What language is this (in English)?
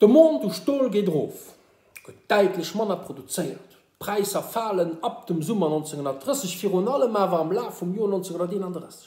Luxembourgish